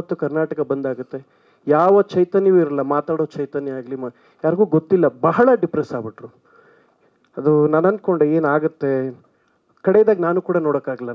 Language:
Kannada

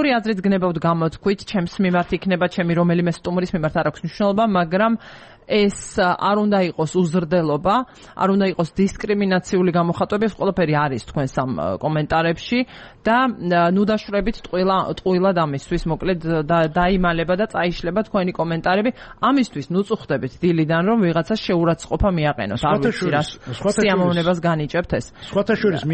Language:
Georgian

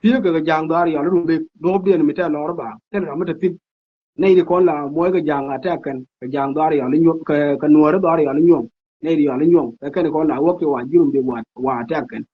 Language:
Nuer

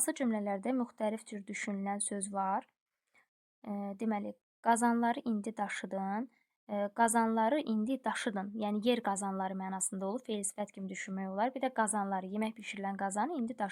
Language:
Azerbaijani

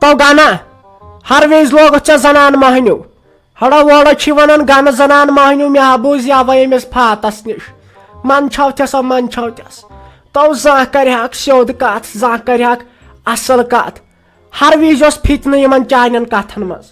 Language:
Kashmiri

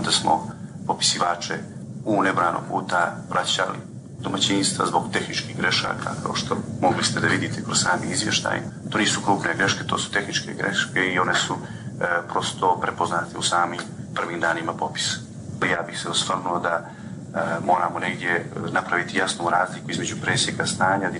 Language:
Bosnian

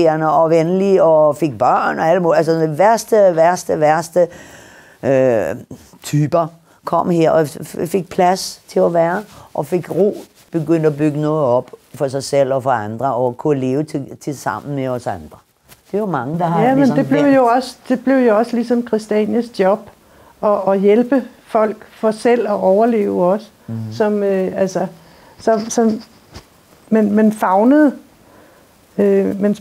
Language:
Danish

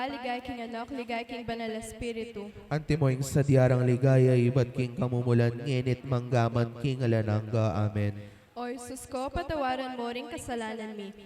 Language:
Pampanga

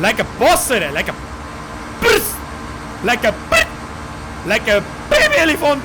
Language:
Bavarian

